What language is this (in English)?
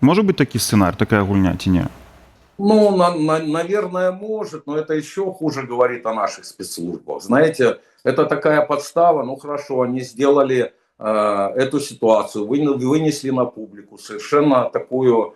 Belarusian